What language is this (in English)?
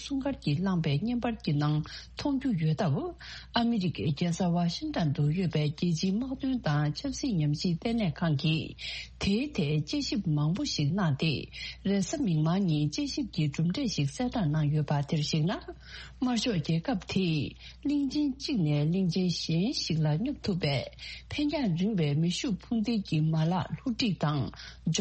Tibetan